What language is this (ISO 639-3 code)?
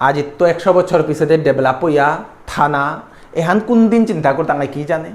bpy